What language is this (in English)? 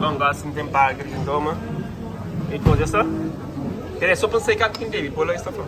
Kabuverdianu